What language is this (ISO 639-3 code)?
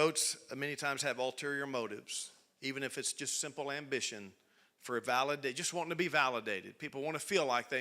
eng